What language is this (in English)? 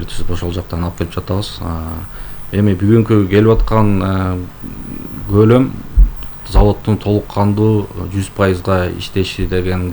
Kyrgyz